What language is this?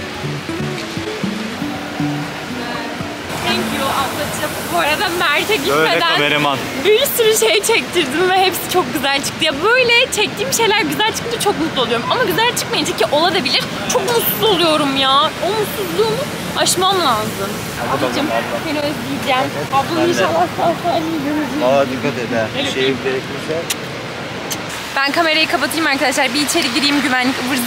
Turkish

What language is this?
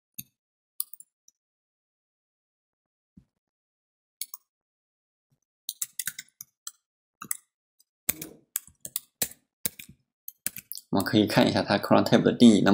Chinese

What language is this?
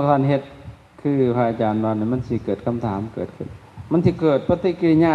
Lao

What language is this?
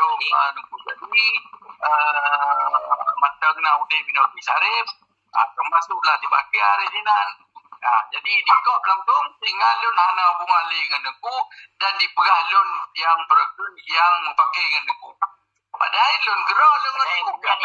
Achinese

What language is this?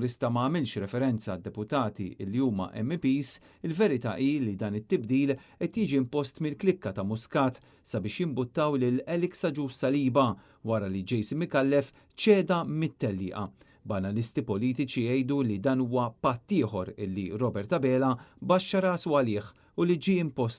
Maltese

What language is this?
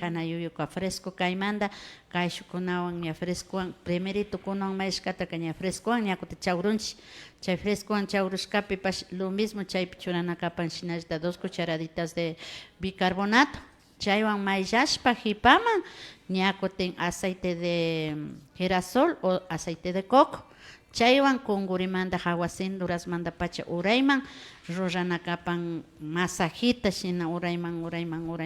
Imbabura Highland Quichua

